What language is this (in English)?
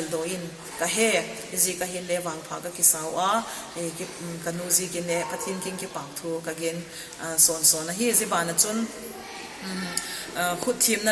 Vaiphei